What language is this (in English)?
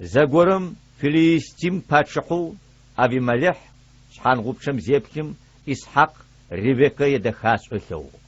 Adyghe